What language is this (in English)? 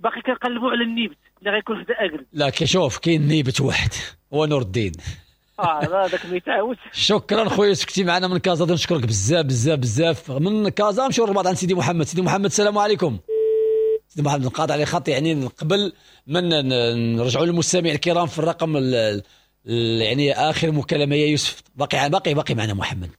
Moroccan Arabic